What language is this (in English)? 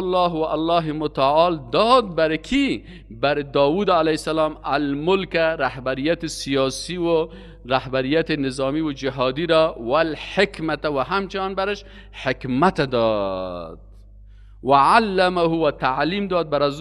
Persian